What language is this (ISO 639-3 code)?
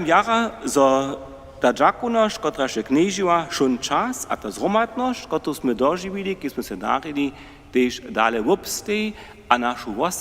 hsb